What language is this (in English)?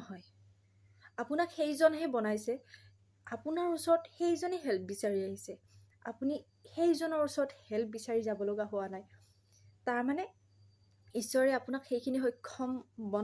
Assamese